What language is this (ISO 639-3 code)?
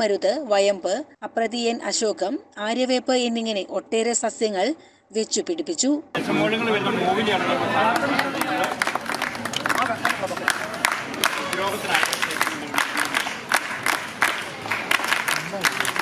mal